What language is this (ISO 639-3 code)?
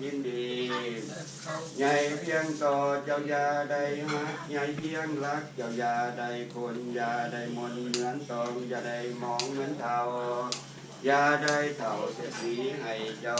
lao